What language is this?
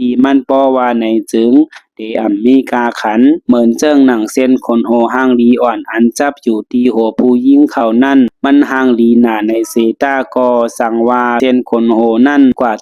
Shan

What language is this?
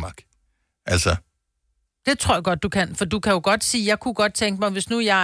Danish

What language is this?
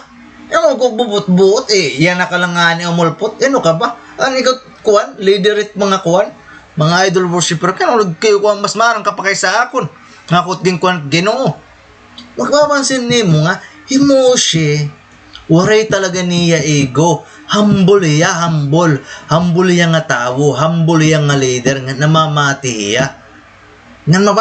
Waray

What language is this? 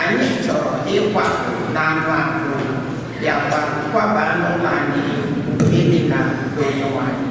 Igbo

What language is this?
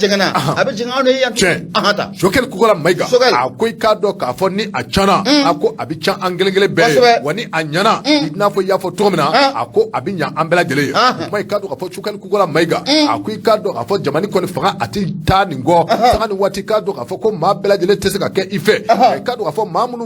Bambara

